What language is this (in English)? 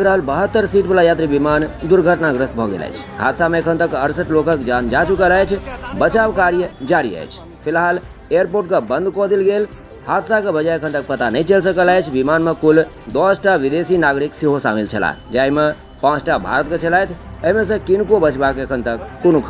Maithili